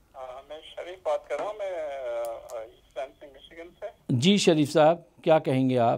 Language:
Hindi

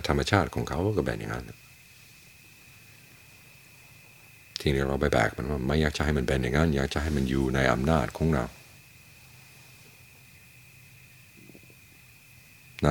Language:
Thai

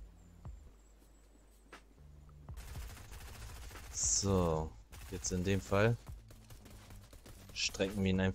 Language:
German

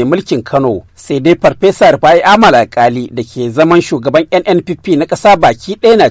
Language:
Hausa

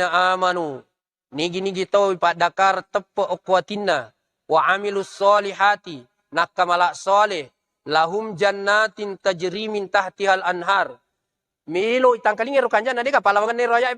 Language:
Buginese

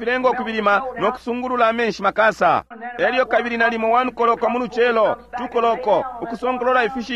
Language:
Bemba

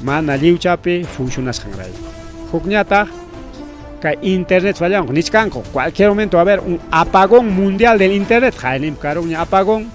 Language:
Ayacucho Quechua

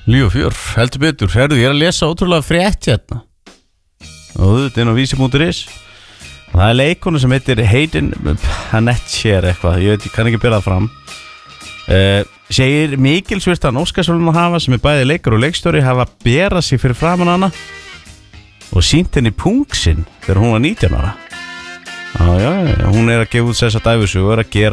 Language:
Icelandic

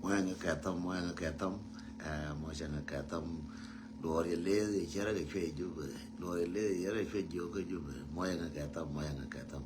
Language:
Nuer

